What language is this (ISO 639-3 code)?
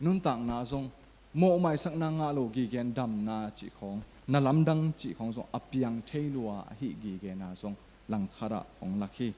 ctd